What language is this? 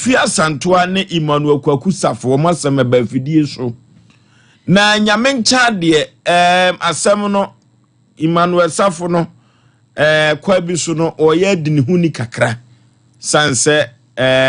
Akan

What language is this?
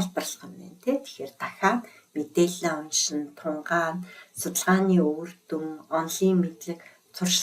Mongolian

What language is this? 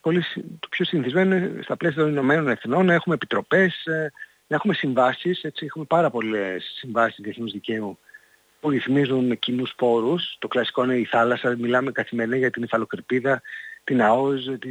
Greek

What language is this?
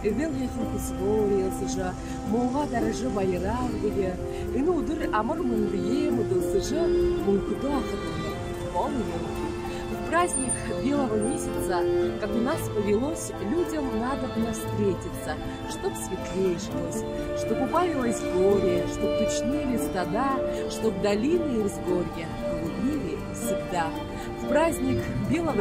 Buriat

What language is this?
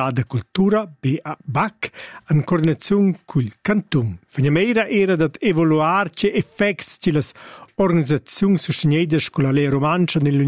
Romansh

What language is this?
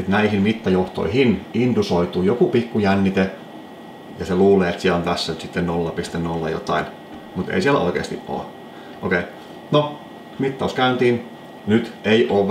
Finnish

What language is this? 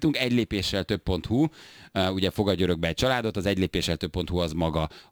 Hungarian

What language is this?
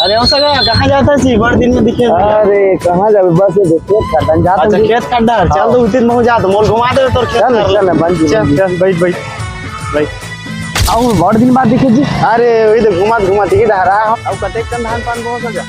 Chhattisgarhi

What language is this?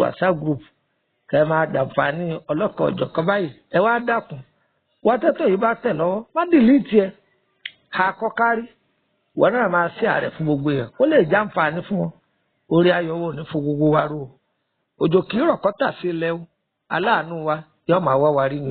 Yoruba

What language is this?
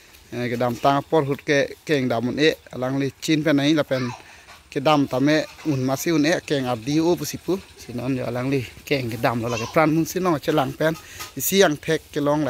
Karbi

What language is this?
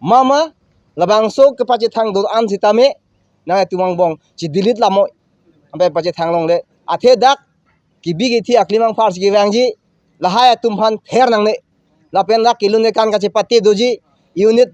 Karbi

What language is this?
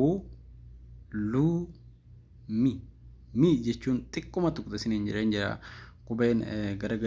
Oromo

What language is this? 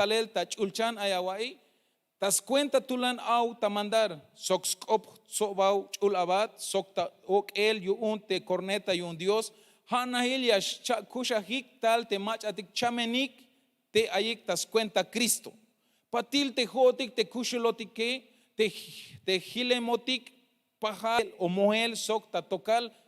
Tzeltal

